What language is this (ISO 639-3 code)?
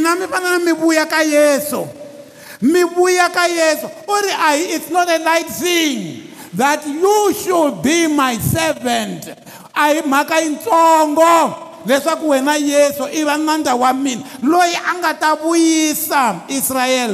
tso